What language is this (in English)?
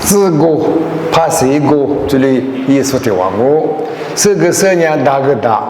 Lisu